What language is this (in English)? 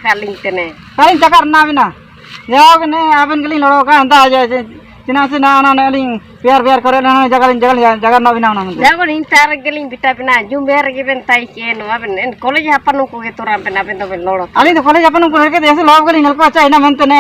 Ho